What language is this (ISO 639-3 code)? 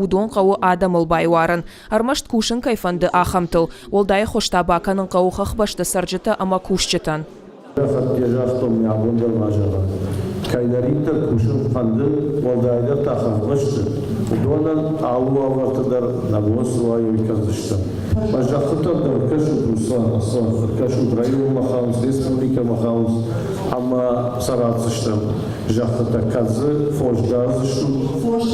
oss